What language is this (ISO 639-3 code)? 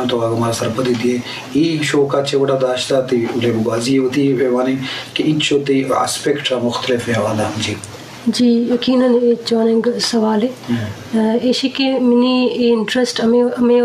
bgp